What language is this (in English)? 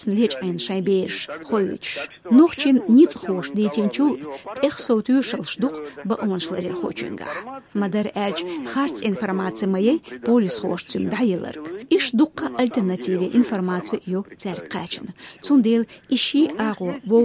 Chechen